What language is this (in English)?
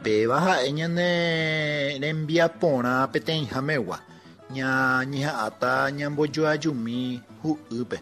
Guarani